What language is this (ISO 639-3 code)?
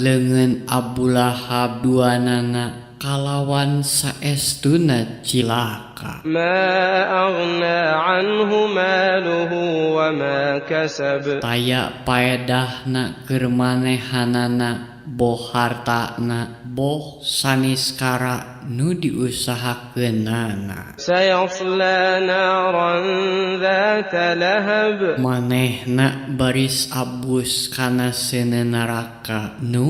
sun